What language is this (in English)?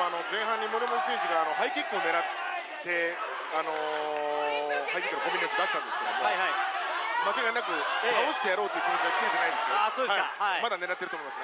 Japanese